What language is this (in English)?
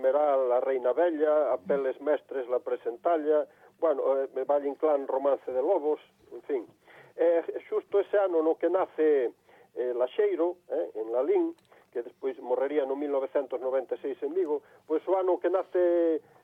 Galician